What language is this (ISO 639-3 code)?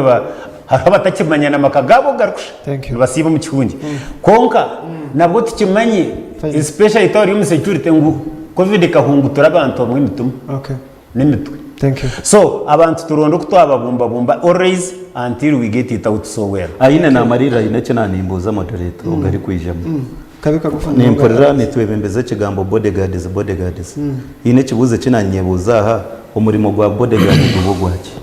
nyn